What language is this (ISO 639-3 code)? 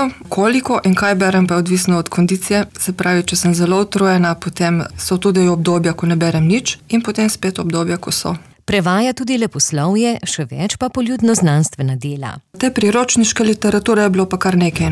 slv